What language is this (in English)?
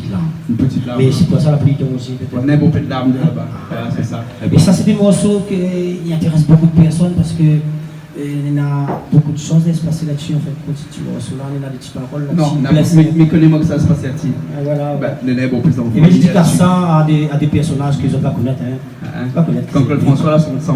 Réunion Creole French